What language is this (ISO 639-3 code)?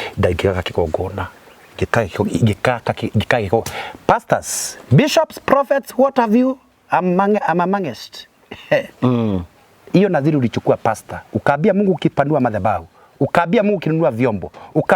kik